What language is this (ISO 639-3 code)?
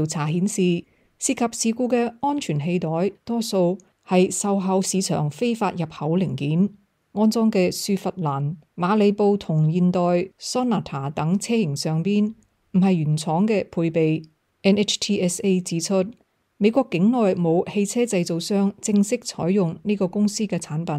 yue